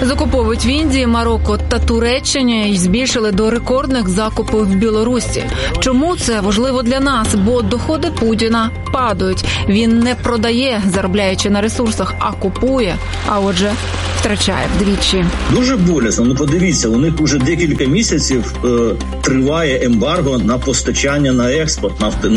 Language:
Ukrainian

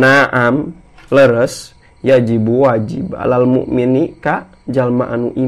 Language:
Sundanese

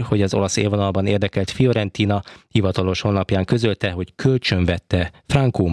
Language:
Hungarian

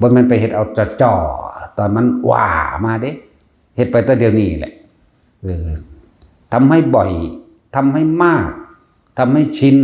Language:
Northeastern Thai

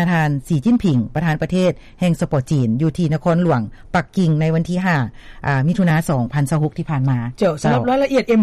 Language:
Lao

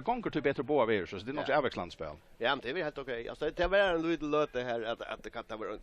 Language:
Faroese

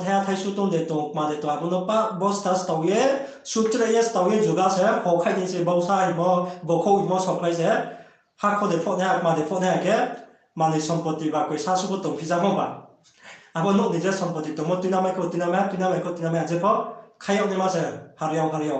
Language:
Riang (India)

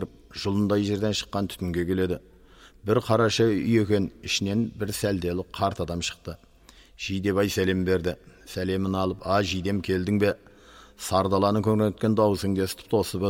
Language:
Kazakh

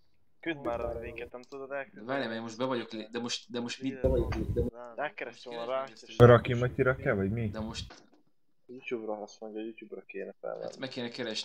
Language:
Hungarian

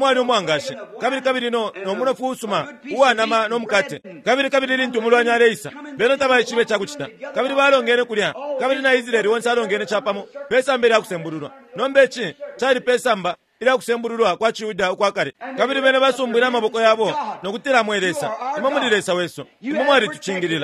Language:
Bemba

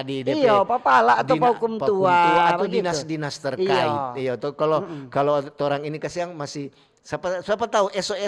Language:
Manado Malay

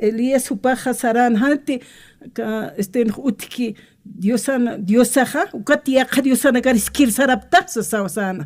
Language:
Aymara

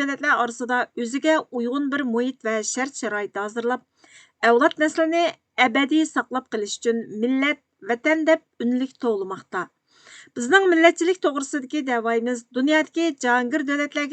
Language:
Uyghur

